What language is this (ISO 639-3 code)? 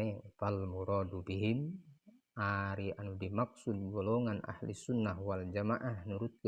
sun